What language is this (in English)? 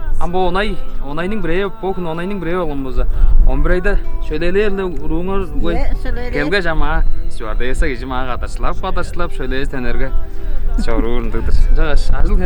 Tuvinian